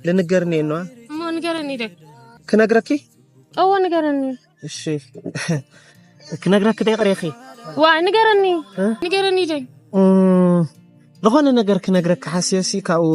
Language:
Tigrinya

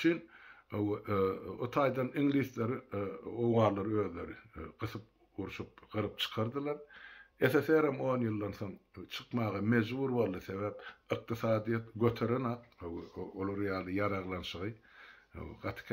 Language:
Turkmen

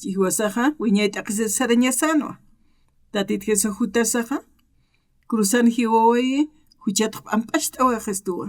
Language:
Aymara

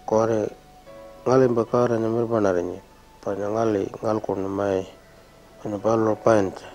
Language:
Pitjantjatjara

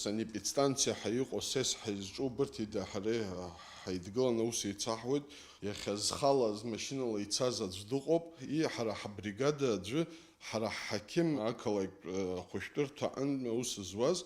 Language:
Abkhazian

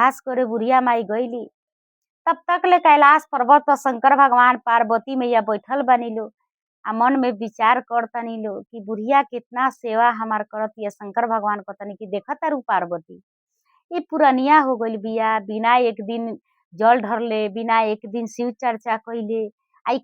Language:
Bhojpuri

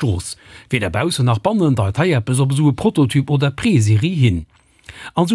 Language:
Luxembourgish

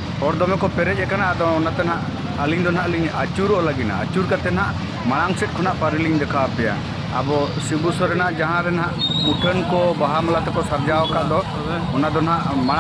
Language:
Santali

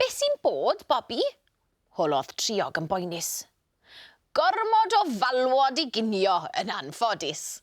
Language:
Welsh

